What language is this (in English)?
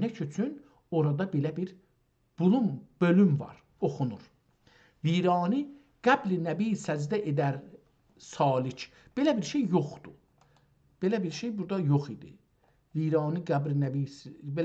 South Azerbaijani